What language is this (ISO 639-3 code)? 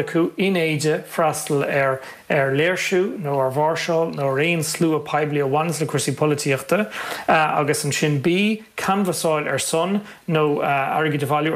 gle